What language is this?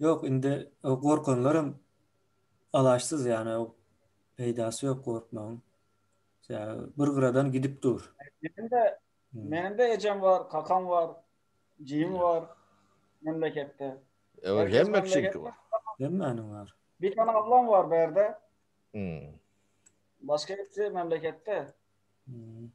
Turkmen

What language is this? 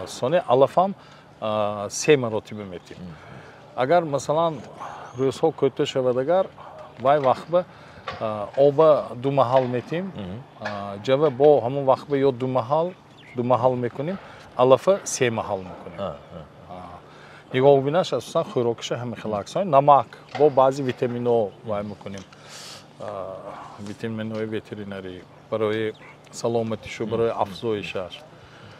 Tajik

